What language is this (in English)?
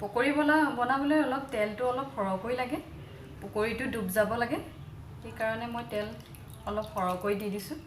Assamese